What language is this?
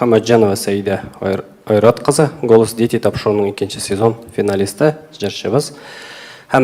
Tatar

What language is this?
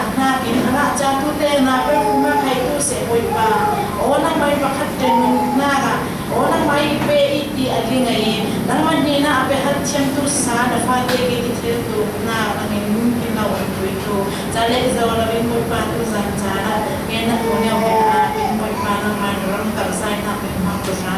Falam Chin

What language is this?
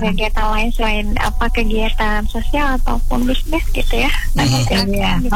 Indonesian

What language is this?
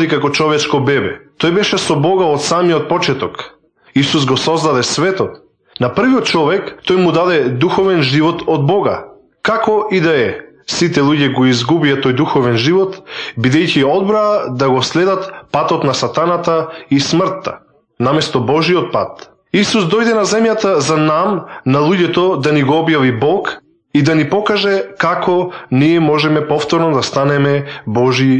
Macedonian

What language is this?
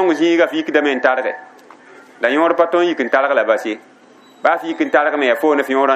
Mossi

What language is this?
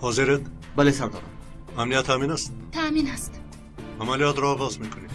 Tajik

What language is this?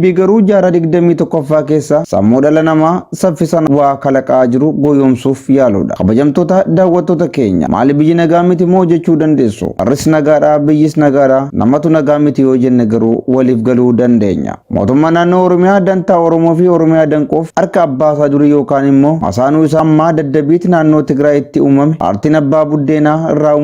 Oromo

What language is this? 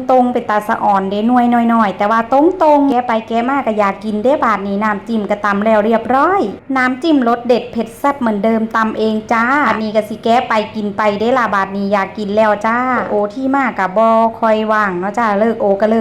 Northeastern Thai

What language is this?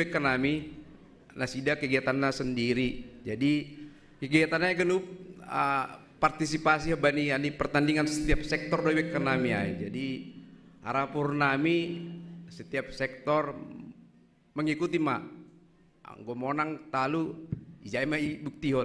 Batak Simalungun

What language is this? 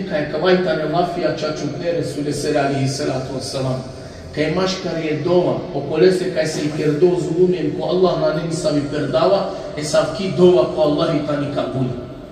Balkan Romani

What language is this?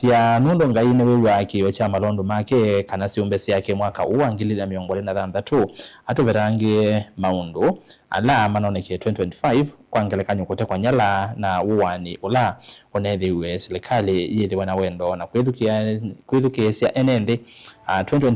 Kamba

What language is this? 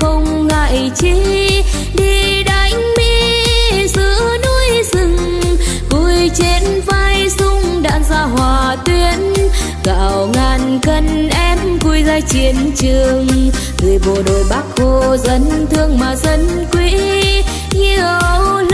Vietnamese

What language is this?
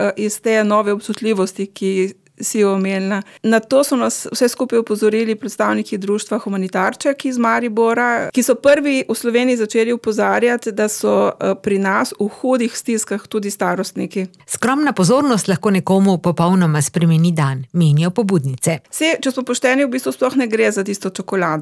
Slovenian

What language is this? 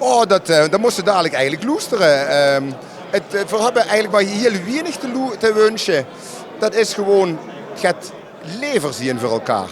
Limburgish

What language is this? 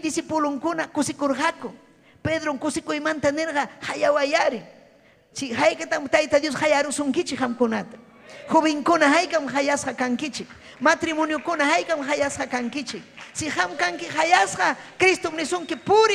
Ayacucho Quechua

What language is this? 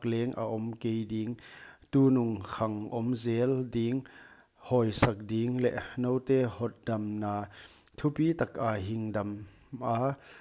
Paite Chin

